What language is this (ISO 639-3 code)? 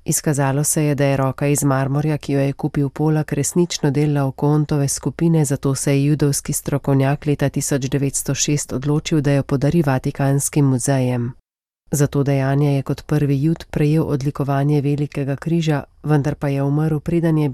slv